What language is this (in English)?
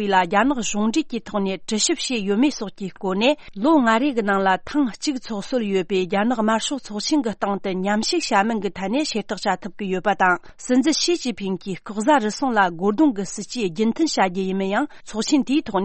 Tibetan